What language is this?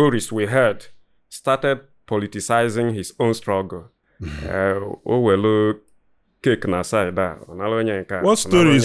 Igbo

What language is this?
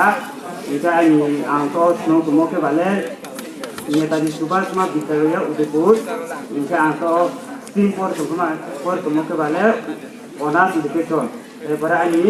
Riang (India)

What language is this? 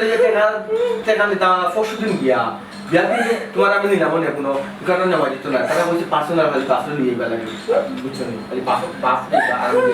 Sylheti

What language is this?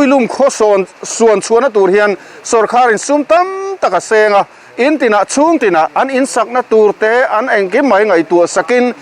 Mizo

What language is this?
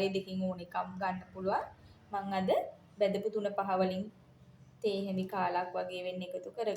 Sinhala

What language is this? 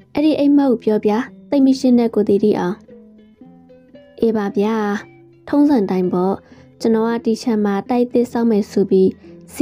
Burmese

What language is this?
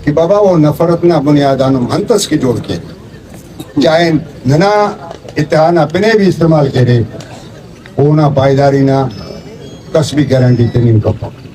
Brahui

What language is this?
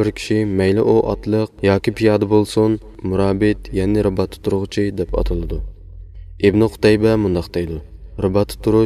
Uyghur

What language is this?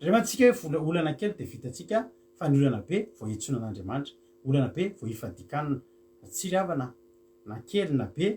Malagasy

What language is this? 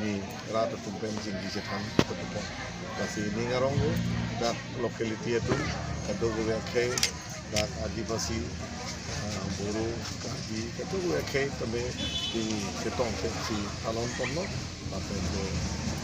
Karbi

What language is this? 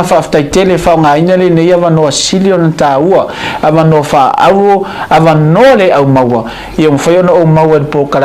Samoan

